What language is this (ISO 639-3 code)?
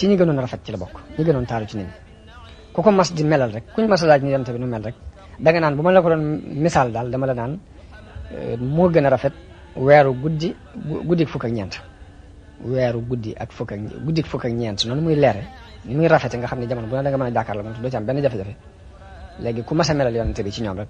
wol